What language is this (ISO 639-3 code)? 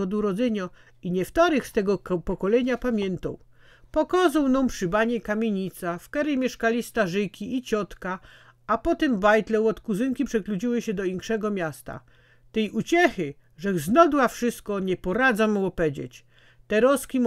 szl